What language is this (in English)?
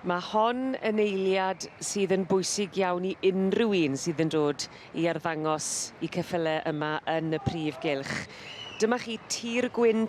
Welsh